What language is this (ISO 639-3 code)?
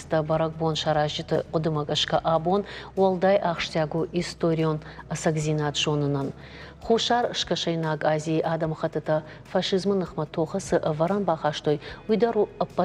oss